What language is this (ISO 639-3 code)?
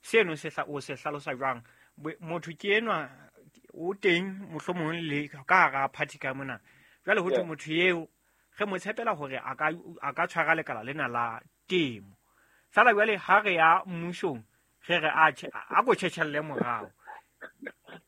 sot